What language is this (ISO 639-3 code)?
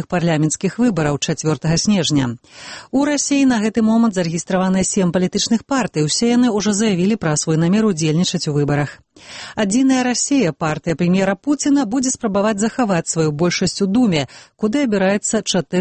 bel